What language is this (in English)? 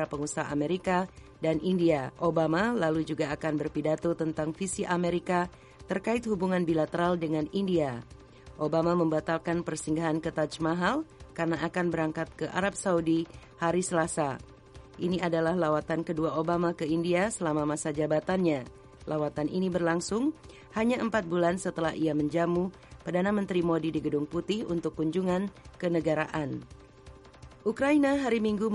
Indonesian